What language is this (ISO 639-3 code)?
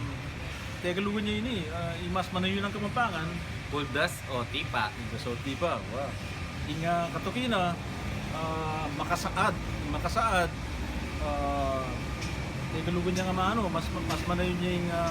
pam